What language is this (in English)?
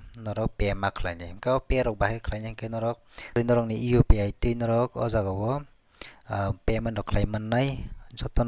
Kok Borok